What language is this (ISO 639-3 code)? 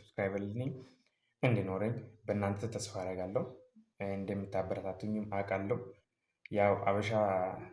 amh